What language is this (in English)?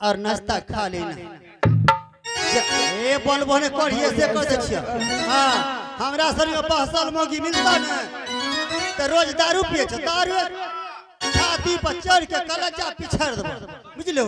Angika